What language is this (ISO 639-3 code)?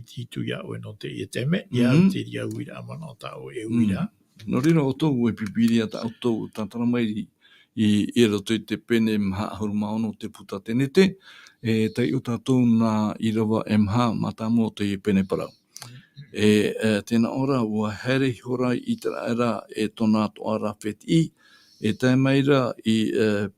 tah